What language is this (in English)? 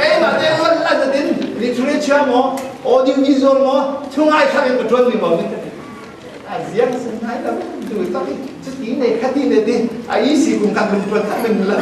Falam Chin